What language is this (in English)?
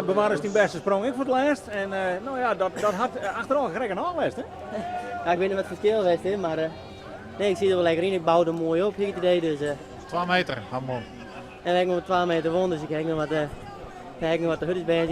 Western Frisian